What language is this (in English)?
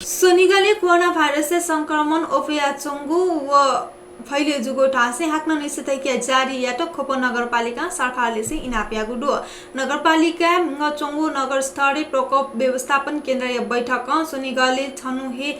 Newari